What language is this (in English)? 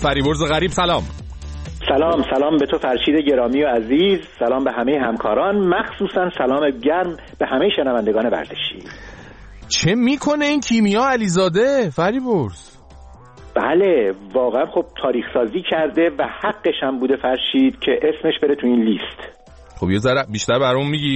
Persian